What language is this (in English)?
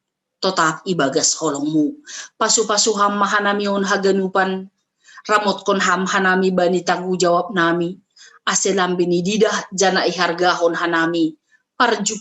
Batak Simalungun